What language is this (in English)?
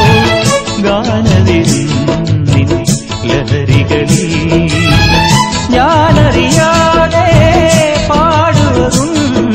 Malayalam